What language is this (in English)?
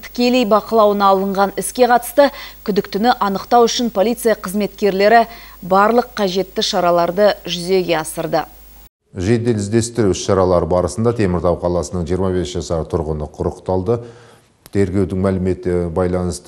Kazakh